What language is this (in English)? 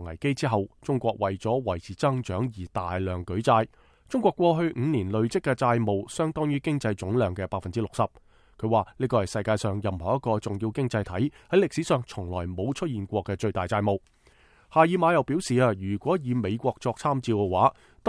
Cantonese